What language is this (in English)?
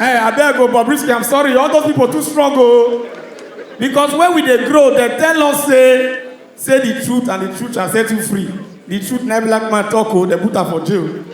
Nigerian Pidgin